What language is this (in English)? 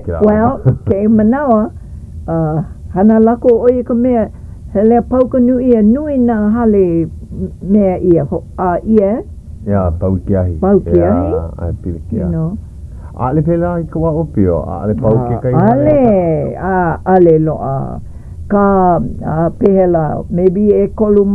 Hawaiian